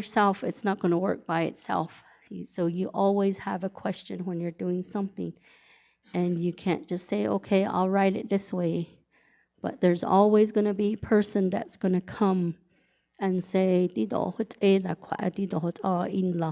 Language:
Navajo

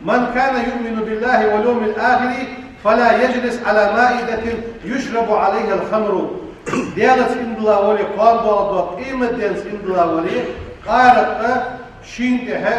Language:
Ingush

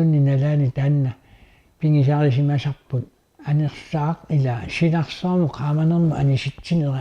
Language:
Kalaallisut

